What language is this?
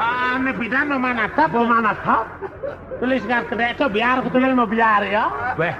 Balinese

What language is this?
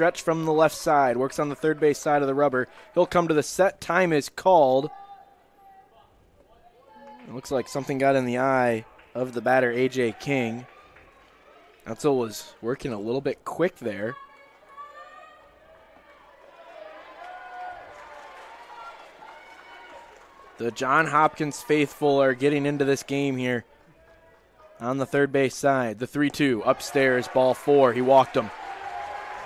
English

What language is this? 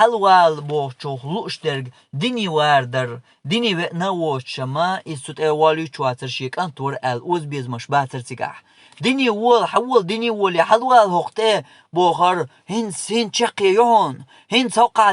Chechen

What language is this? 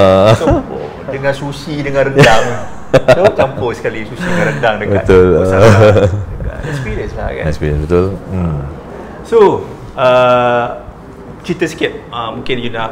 Malay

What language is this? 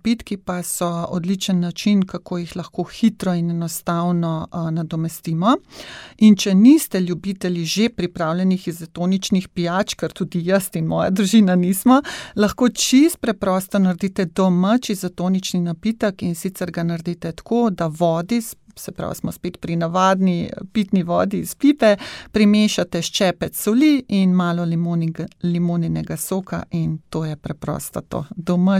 Slovenian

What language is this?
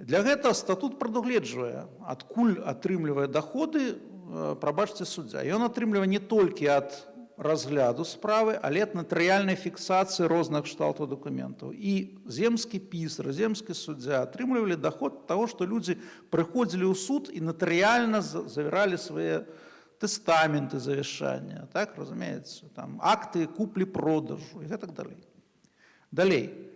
Belarusian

